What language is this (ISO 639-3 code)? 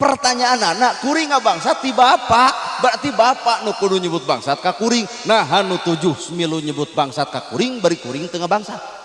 sun